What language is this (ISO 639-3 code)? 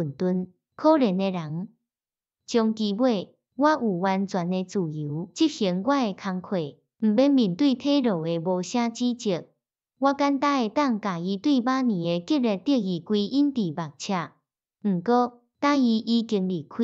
nan